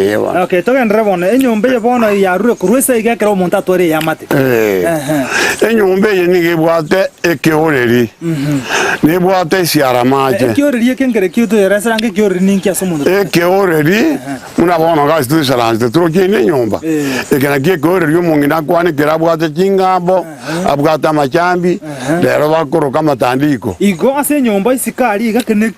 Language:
Gusii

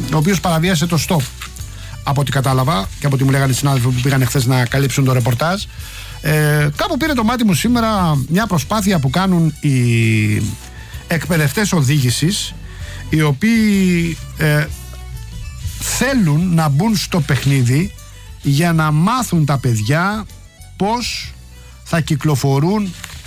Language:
Greek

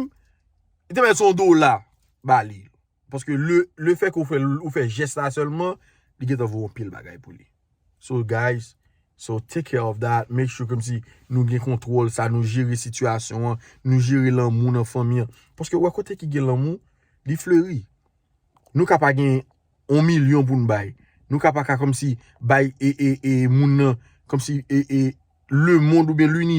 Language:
Haitian Creole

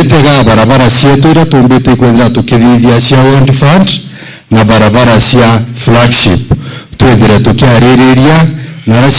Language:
Meru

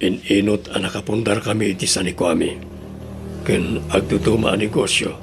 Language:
Iloko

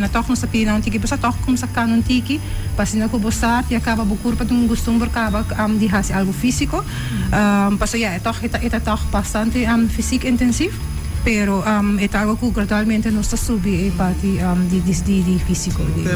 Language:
Papiamento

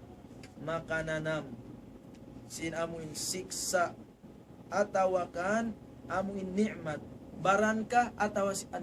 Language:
Tausug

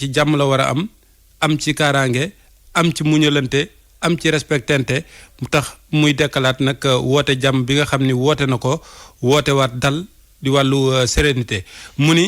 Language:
Wolof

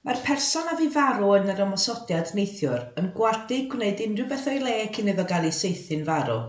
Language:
Welsh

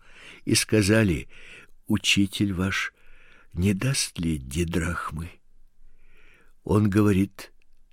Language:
Russian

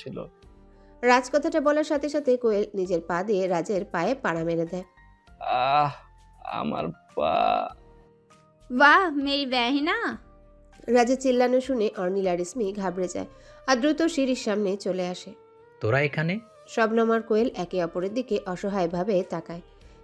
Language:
Bangla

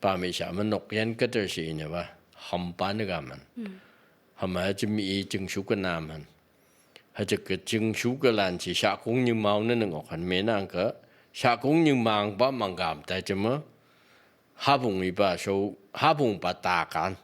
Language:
Phom Naga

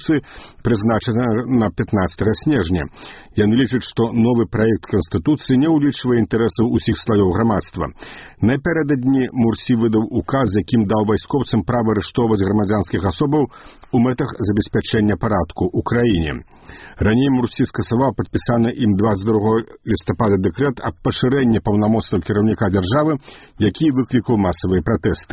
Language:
Belarusian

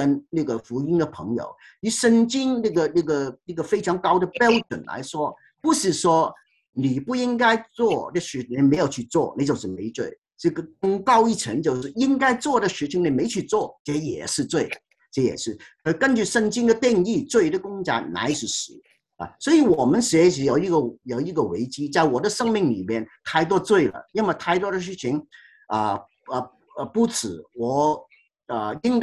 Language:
Chinese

